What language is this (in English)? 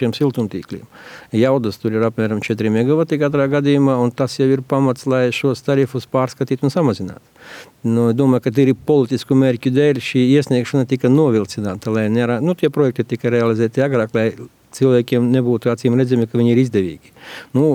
Latvian